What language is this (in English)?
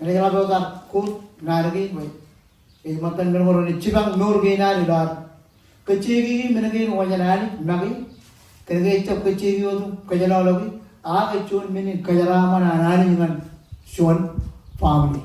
Marshallese